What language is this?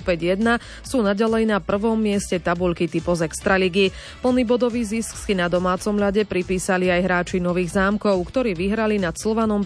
Slovak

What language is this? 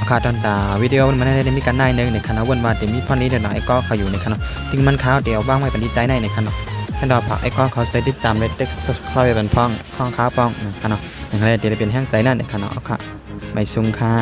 Shan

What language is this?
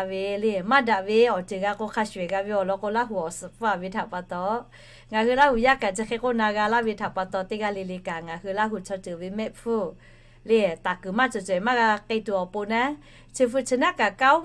Lahu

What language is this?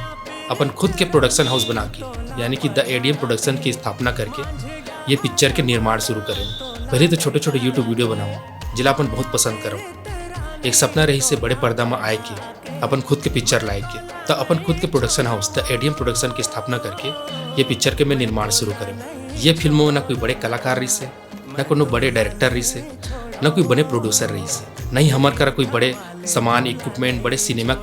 Chhattisgarhi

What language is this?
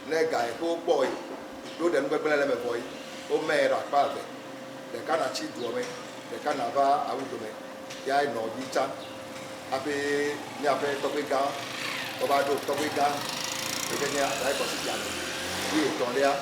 Ewe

